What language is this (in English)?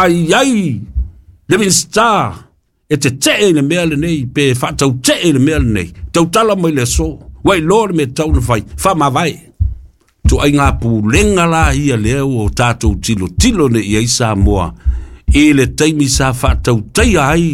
Samoan